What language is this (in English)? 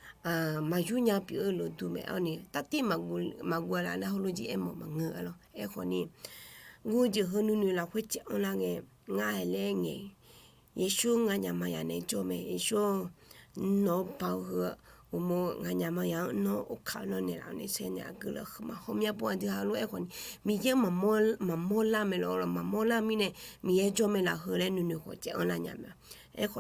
Akha